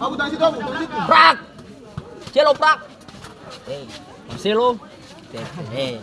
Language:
Ambonese Malay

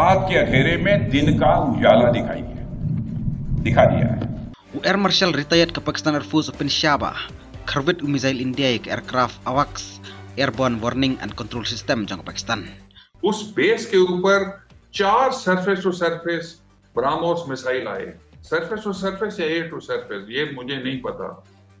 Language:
Khasi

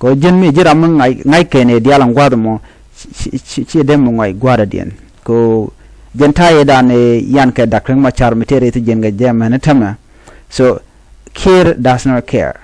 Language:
Nuer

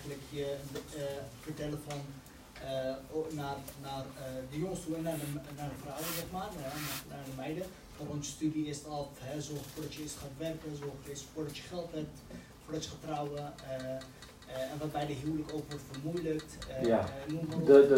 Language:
Dutch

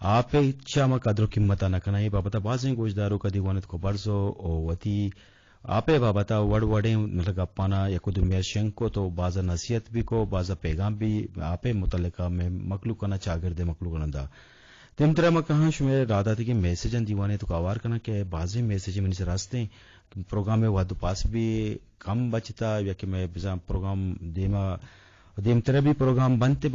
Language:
Eastern Balochi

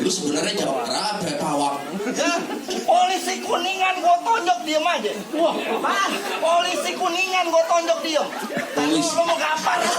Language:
Betawi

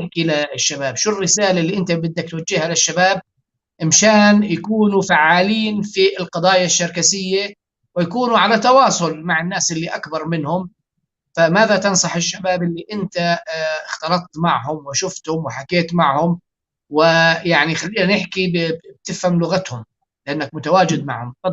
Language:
North Levantine Arabic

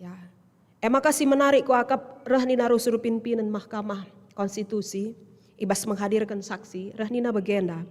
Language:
Batak Karo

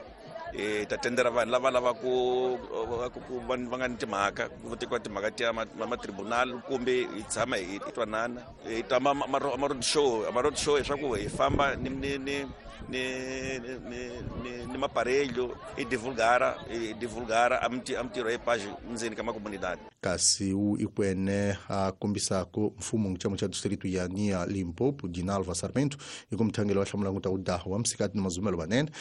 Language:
Tsonga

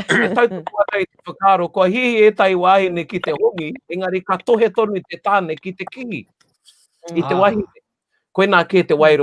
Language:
Māori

